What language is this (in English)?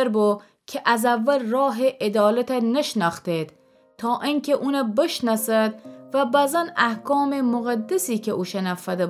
Gilaki